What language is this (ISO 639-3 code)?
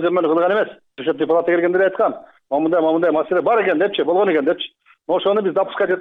kir